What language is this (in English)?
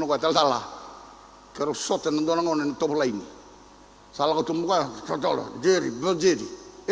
Fijian